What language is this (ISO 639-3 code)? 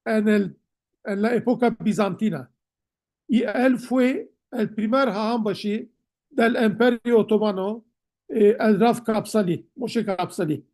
lad